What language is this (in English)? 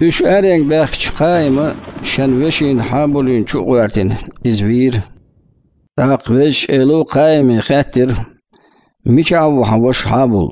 Chechen